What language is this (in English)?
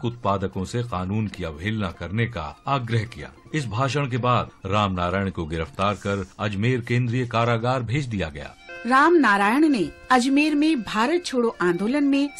Hindi